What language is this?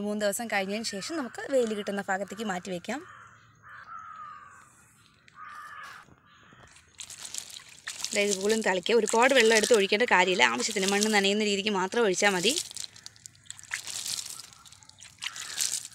Malayalam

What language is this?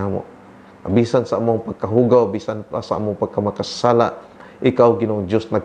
Cebuano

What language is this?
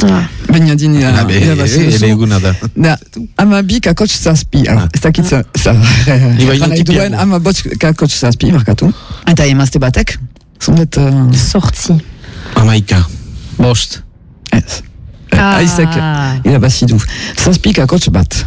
Basque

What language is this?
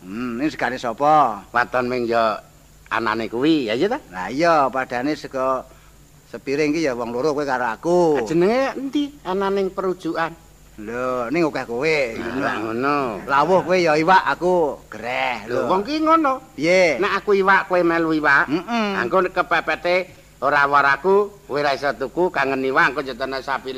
Javanese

